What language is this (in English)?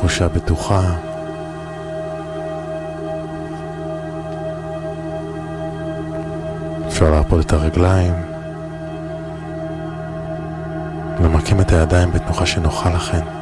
Hebrew